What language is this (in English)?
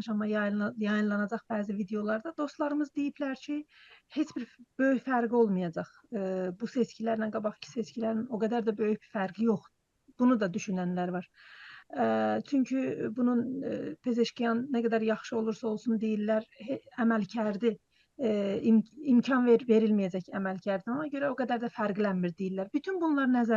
South Azerbaijani